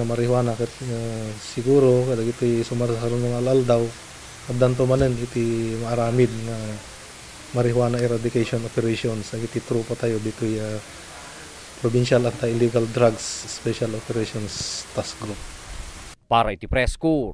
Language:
Iloko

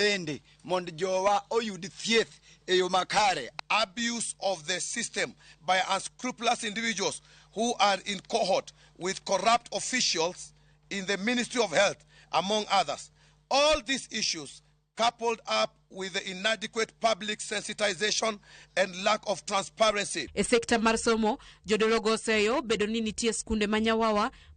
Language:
Luo (Kenya and Tanzania)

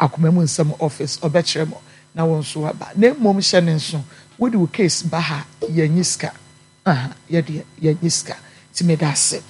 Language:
Akan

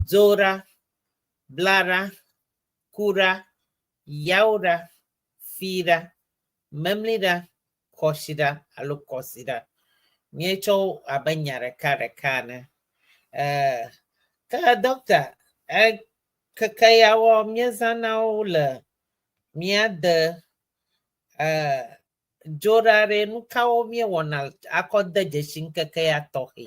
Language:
Ewe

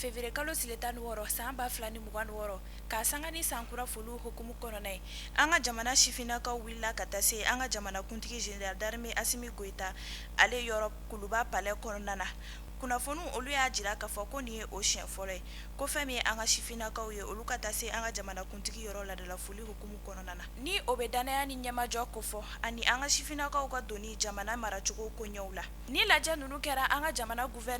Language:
Bambara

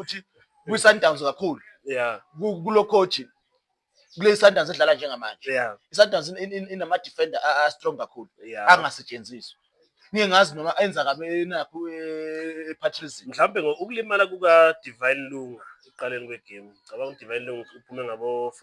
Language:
Zulu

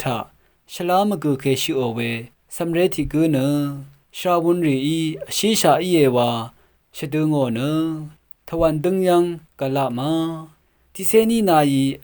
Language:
Rawang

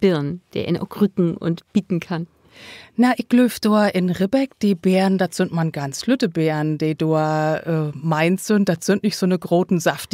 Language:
Low German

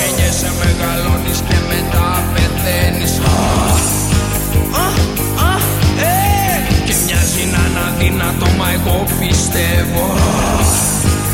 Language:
Greek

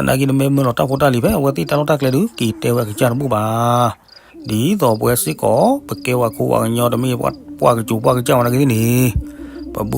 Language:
S'gaw Karen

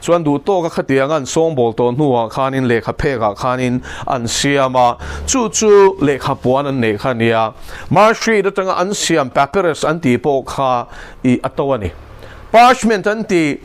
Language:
Mizo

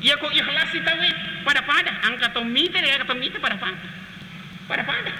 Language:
Buginese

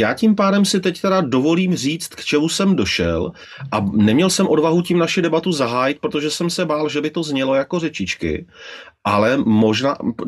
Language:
Czech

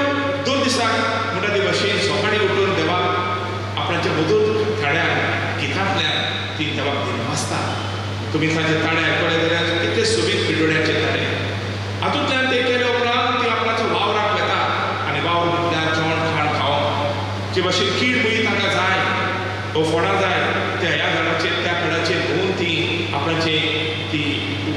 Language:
Konkani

